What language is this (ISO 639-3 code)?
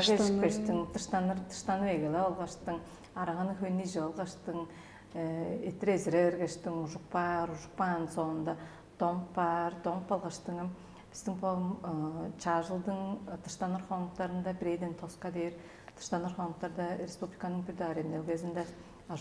tyv